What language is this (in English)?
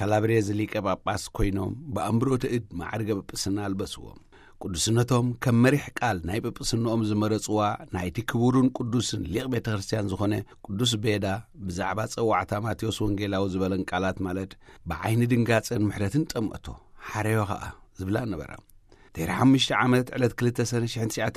Tigrinya